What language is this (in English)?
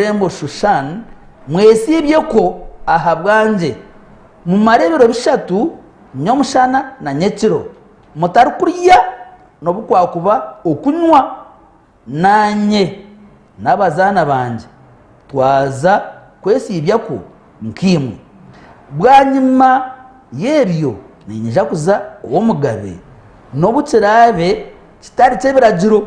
Nyankole